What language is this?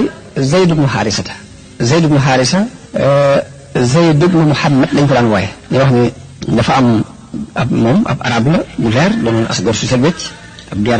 Wolof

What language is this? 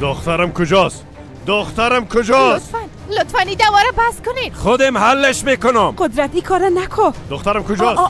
Persian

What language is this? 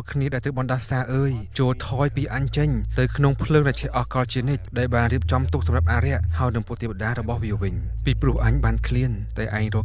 Khmer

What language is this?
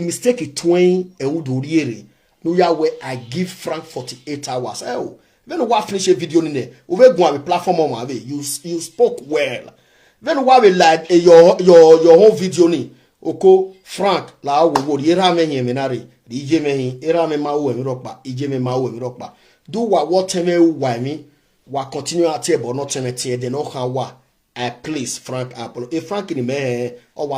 Nigerian Pidgin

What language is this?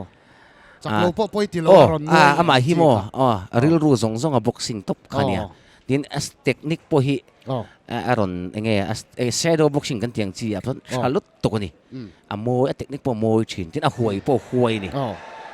Mizo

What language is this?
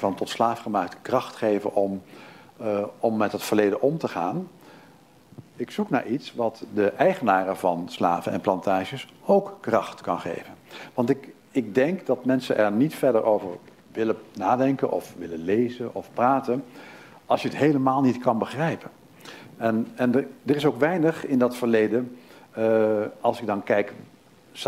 Dutch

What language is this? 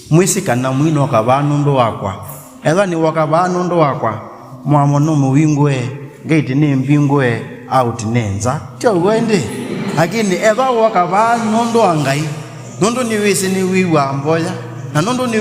Kamba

